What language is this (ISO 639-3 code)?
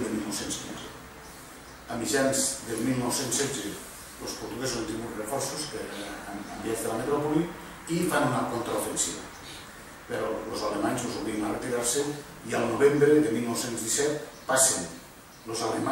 cat